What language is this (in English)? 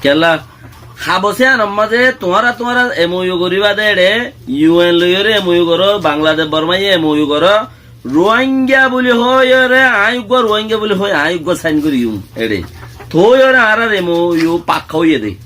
Rohingya